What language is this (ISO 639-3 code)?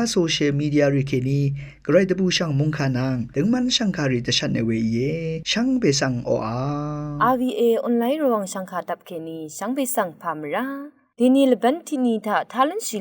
raw